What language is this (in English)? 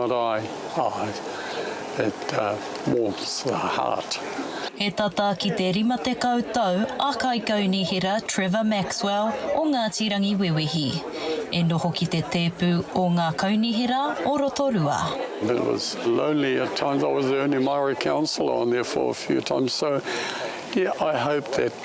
Māori